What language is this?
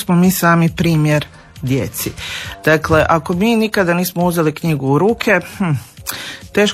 Croatian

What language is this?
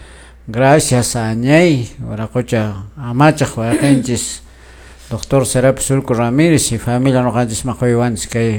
Quechua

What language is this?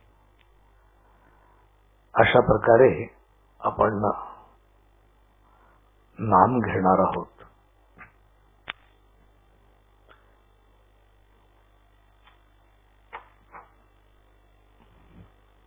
Marathi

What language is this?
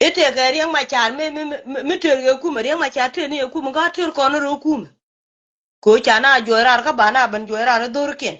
Nuer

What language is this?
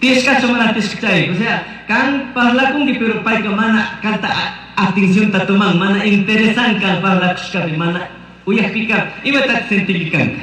Chimborazo Highland Quichua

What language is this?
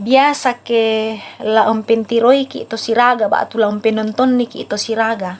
Toraja-Sa'dan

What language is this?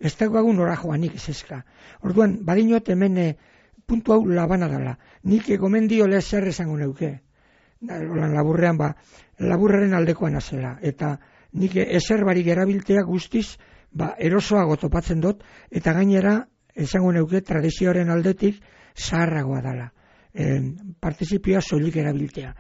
Basque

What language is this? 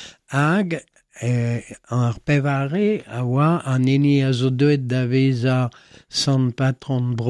Breton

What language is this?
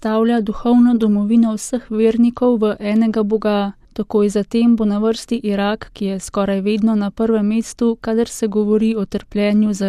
Slovenian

